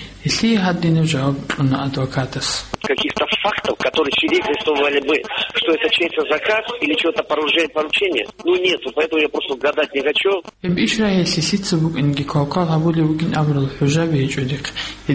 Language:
Avaric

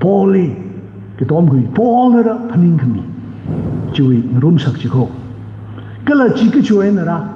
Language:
Tangkhul Naga (India)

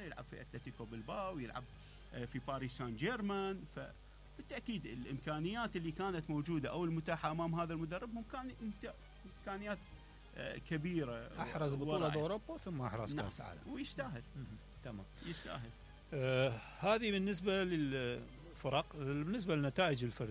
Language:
Mesopotamian Arabic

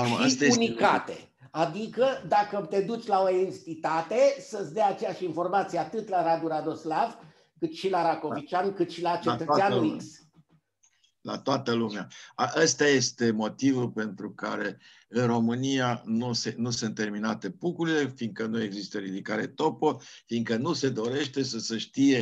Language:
Romanian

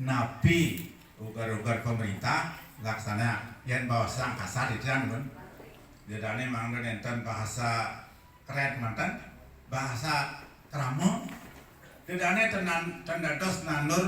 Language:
Balinese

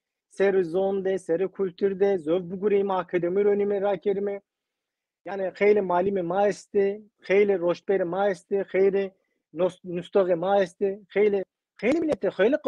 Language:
Zaza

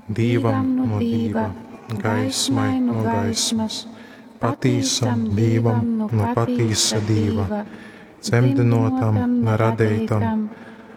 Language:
Latgalian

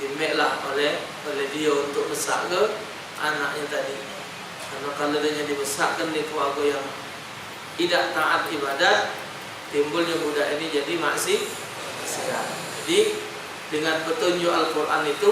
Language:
Musi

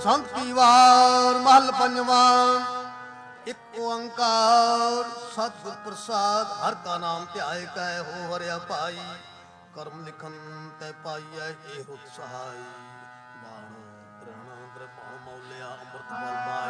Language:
Punjabi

